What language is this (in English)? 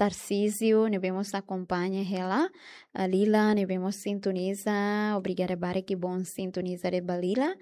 Tetum